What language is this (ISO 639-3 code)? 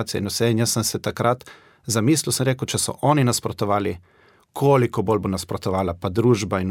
slv